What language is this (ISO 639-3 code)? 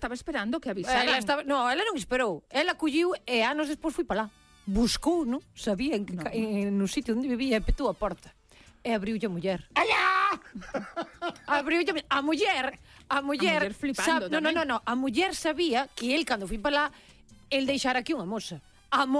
glg